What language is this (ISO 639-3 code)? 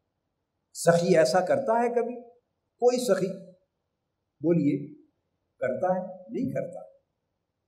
urd